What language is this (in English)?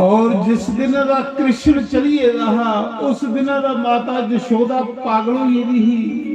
Dogri